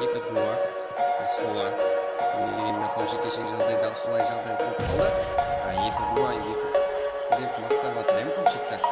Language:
Kara-Kalpak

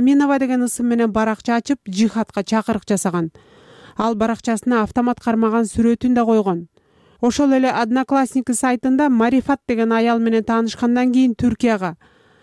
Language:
Kyrgyz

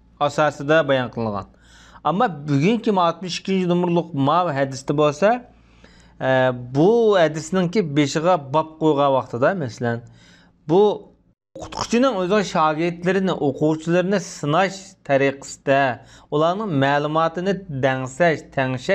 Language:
Uyghur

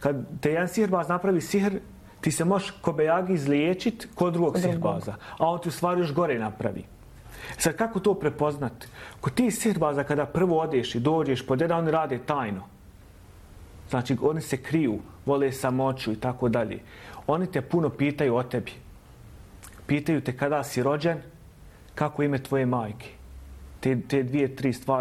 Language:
Bosnian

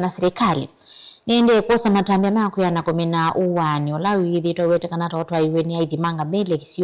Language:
Kamba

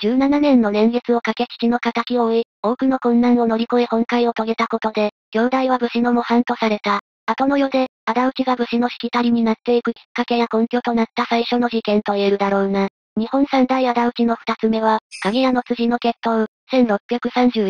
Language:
Japanese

